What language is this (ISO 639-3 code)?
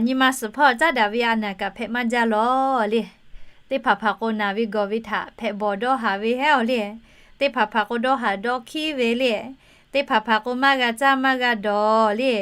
lhu